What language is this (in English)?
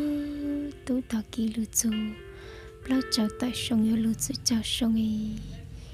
Hmong